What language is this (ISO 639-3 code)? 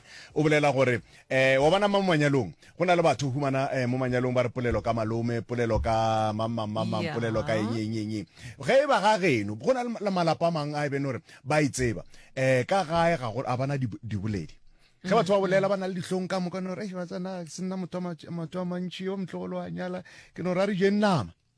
nso